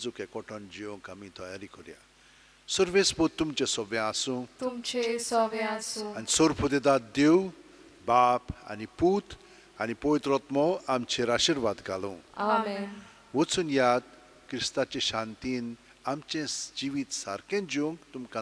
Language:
Konkani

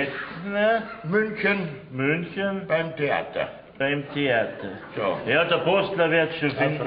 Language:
Bavarian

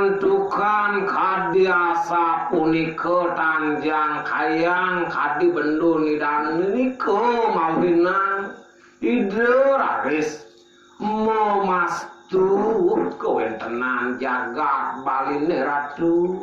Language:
Balinese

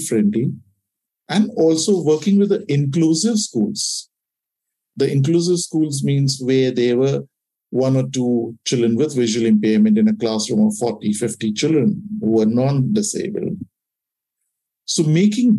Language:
English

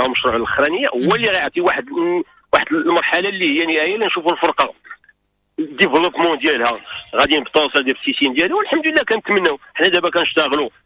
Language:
Moroccan Arabic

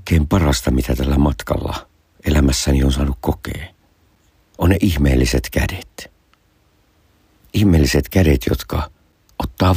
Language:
Finnish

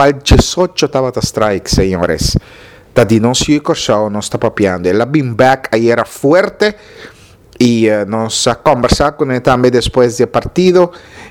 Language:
Papiamento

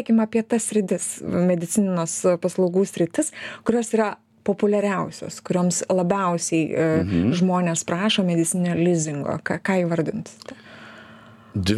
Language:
Lithuanian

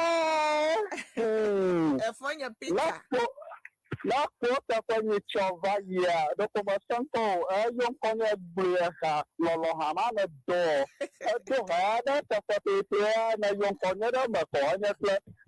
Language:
Ewe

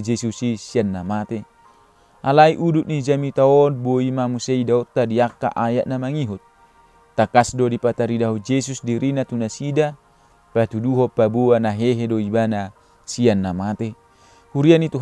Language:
Batak Toba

